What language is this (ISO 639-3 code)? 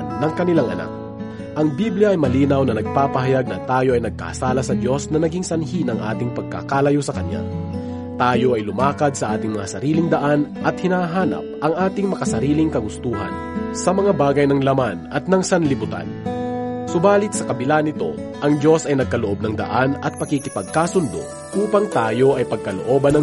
fil